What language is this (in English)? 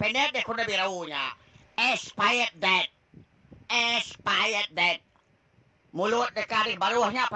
Iban